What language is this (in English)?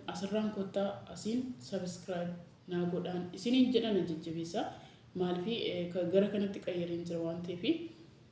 Oromo